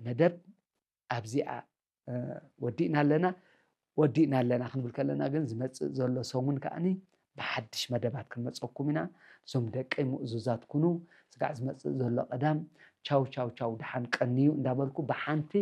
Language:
Tigrinya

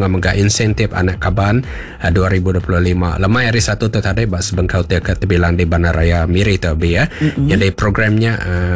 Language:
Iban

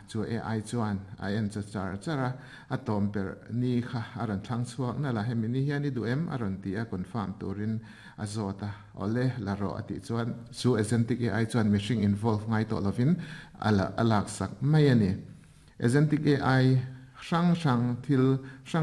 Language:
Mizo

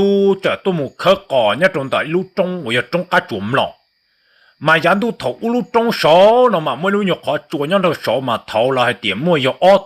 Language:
Hmong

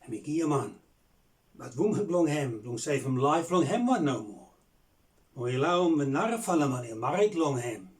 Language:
Bislama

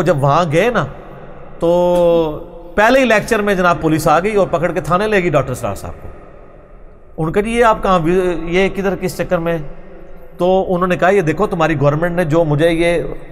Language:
Urdu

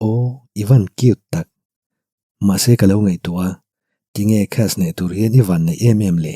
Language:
Mizo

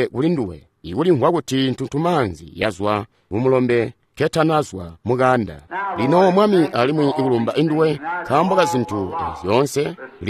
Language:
Tonga (Zambia)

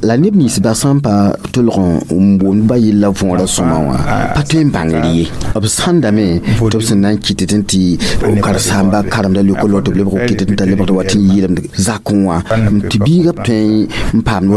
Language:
Mossi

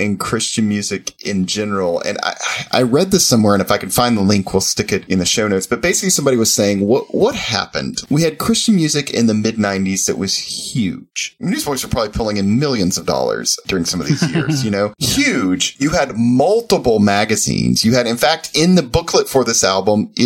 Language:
English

